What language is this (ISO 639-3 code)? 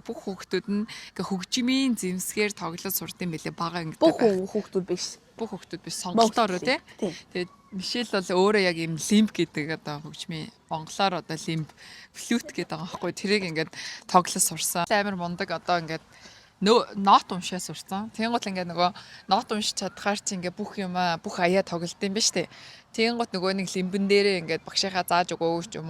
mon